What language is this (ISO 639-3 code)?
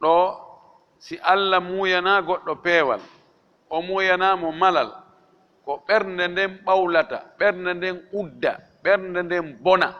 ful